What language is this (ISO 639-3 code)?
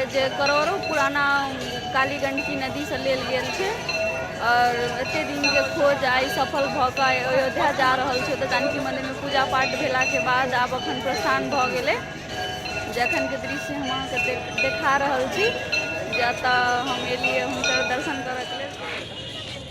mai